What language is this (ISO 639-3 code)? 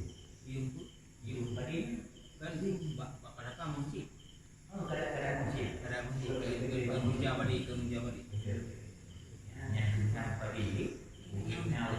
ace